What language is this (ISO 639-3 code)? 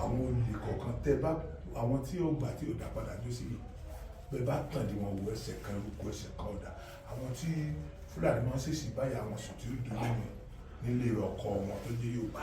yor